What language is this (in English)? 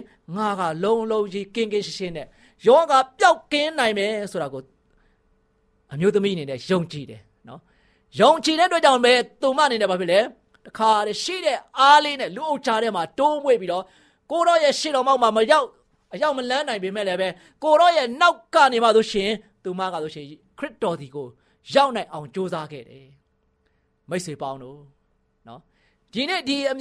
Burmese